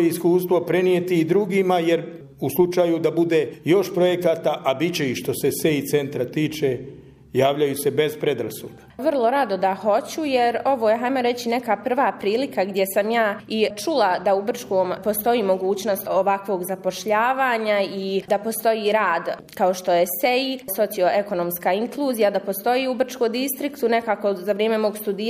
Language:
Bosnian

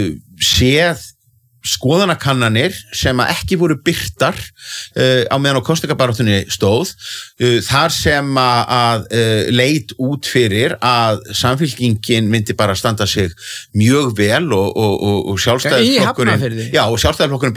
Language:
Icelandic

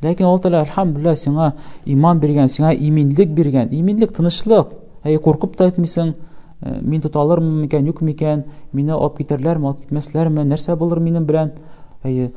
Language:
Tatar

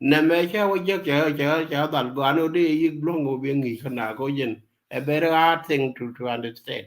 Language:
Nuer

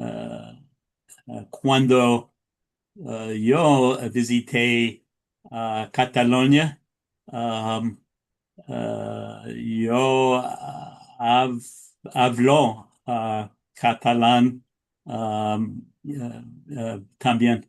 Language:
Ladino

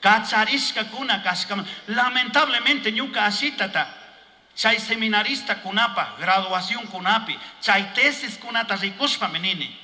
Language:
Chimborazo Highland Quichua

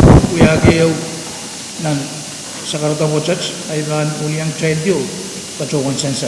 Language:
Pohnpeian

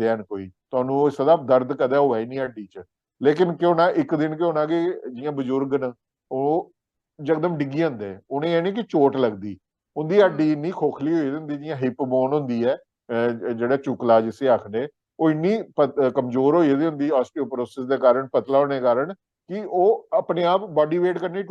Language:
Dogri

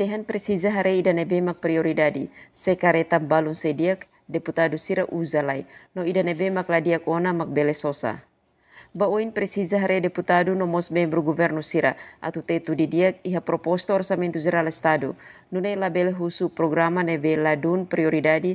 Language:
Tetum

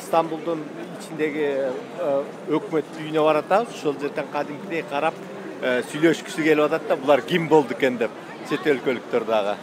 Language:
Kyrgyz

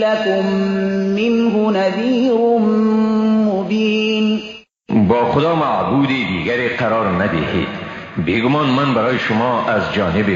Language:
Persian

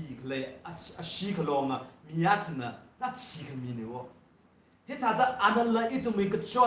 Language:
Tangkhul Naga (India)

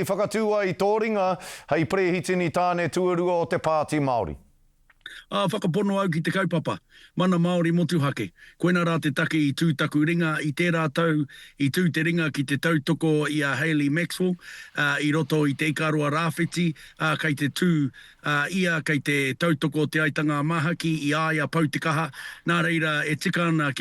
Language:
Māori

